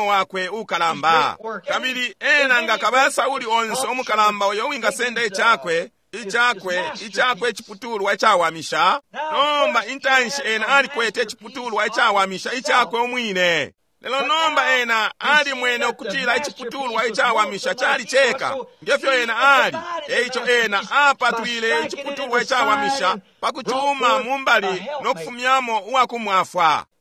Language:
Bemba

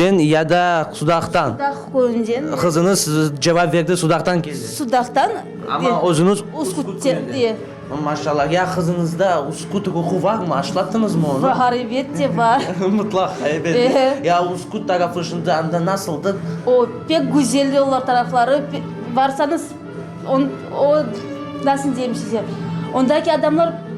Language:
Crimean Tatar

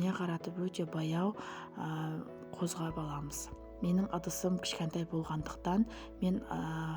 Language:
Kazakh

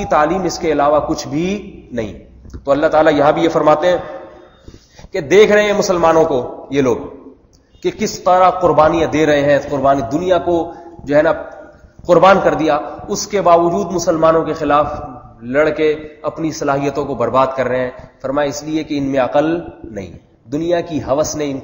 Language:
Urdu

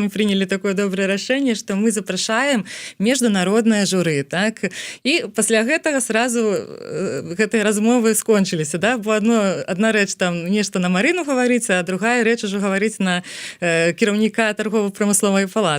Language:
Belarusian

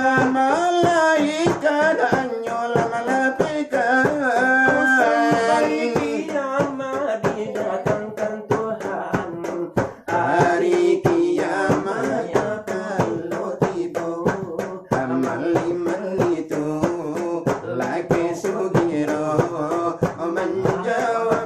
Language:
Minangkabau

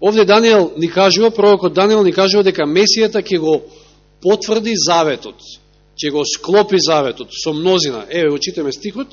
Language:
Macedonian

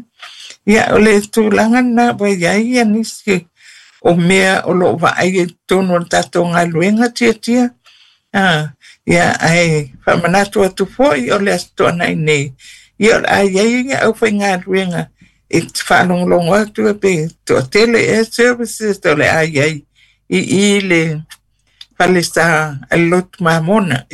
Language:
Samoan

